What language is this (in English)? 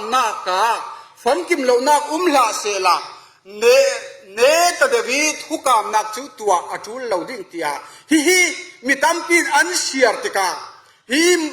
Falam Chin